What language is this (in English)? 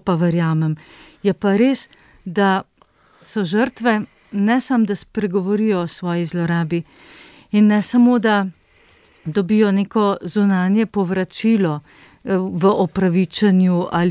Slovenian